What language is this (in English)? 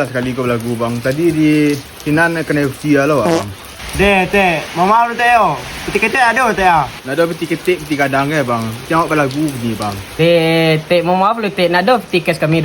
Minangkabau